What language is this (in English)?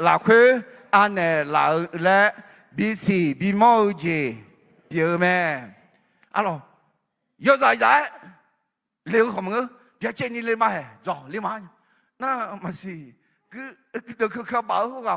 Akha